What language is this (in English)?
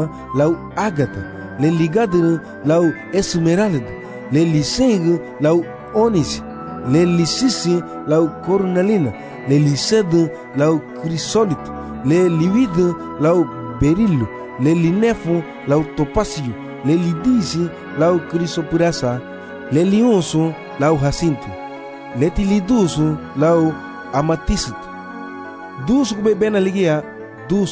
Garifuna